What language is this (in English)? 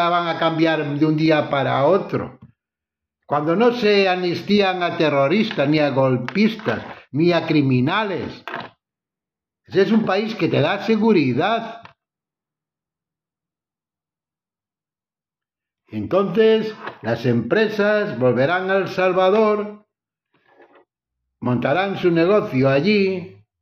Spanish